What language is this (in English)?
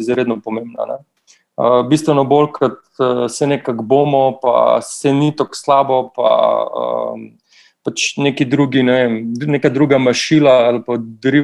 Slovenian